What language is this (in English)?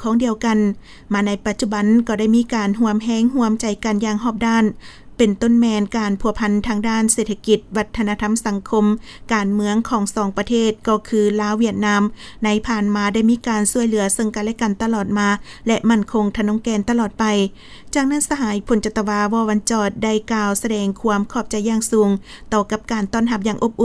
Lao